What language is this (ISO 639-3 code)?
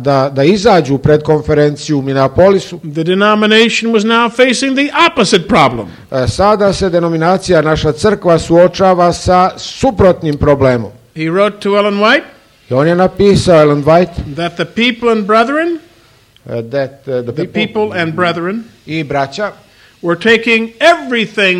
hrv